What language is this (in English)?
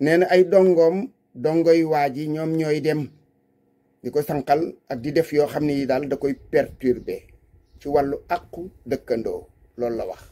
Wolof